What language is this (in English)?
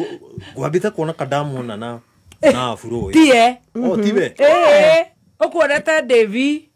Kikuyu